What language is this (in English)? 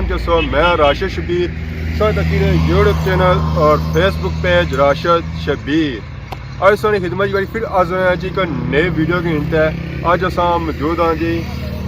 Pahari-Potwari